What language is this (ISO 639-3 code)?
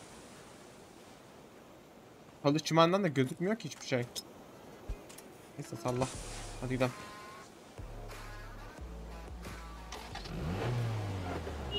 tur